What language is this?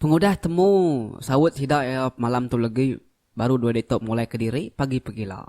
Iban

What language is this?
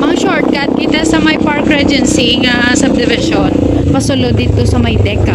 Hiligaynon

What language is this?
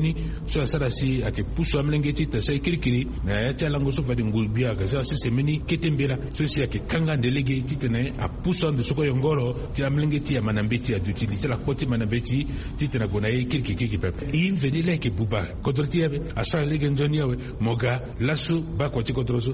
Sango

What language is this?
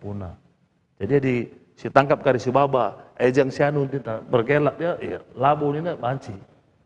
Batak Karo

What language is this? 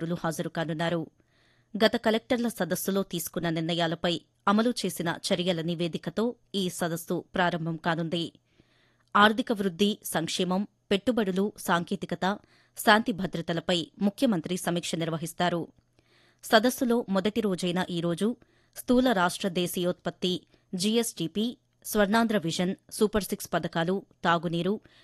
Telugu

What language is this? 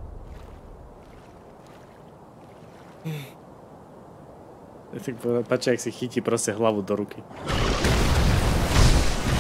Slovak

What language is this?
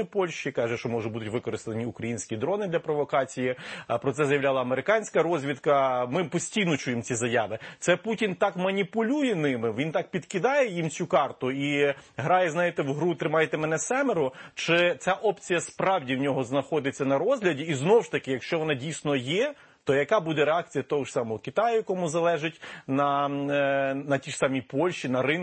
Ukrainian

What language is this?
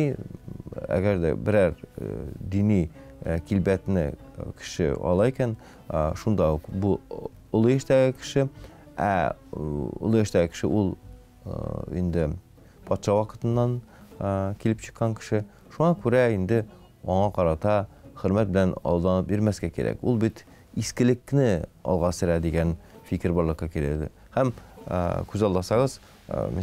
Tatar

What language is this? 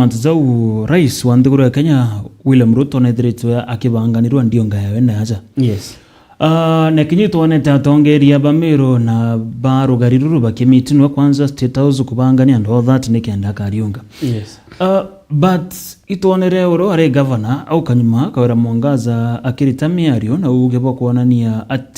Meru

